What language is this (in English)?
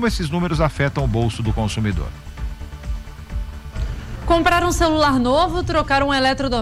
Portuguese